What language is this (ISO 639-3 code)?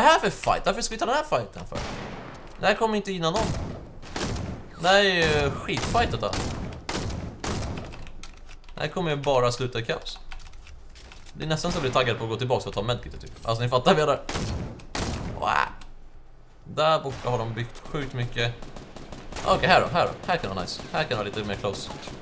swe